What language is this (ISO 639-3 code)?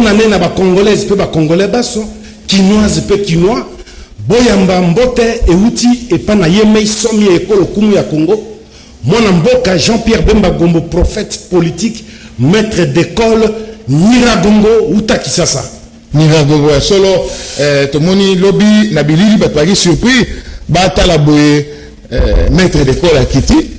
lin